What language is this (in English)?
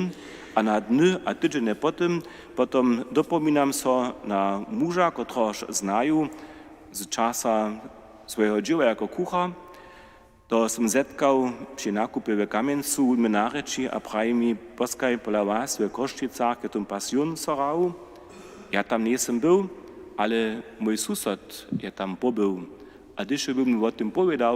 Upper Sorbian